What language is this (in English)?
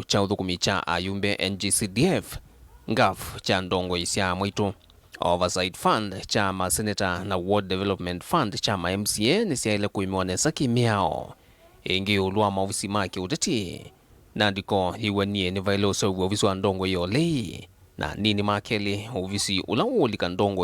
Kamba